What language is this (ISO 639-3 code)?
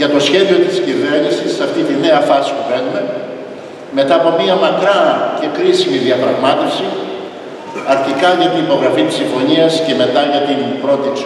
ell